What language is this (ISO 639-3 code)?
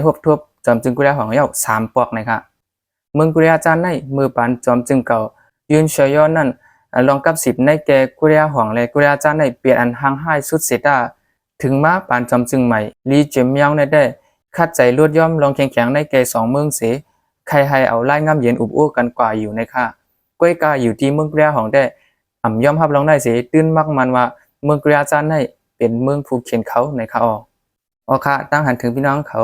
shn